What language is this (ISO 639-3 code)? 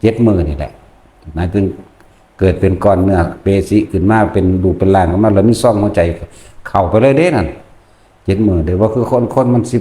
tts